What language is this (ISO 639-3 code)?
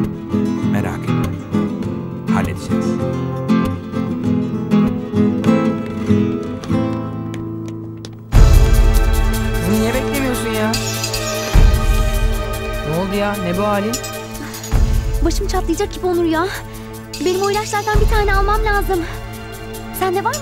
tur